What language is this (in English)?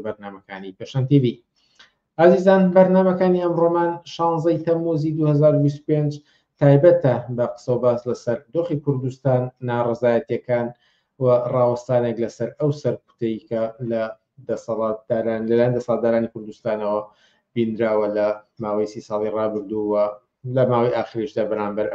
Central Kurdish